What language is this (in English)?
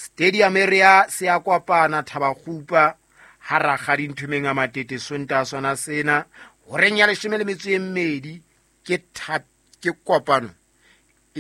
Southern Sotho